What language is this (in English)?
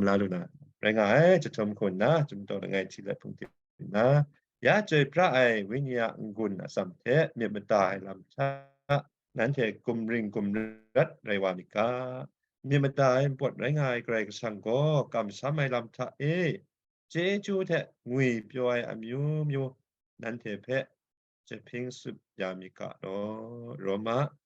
Kachin